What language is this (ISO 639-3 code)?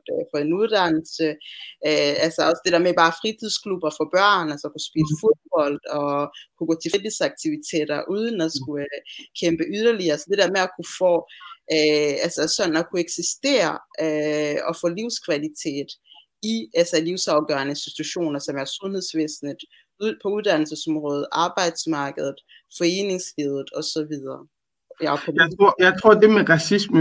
dan